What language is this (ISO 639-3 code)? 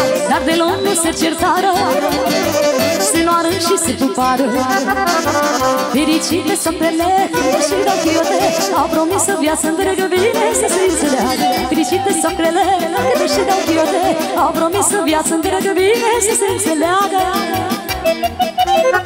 ron